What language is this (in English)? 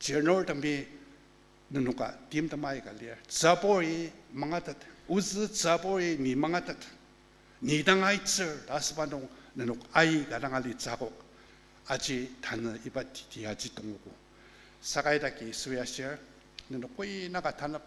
Ao Naga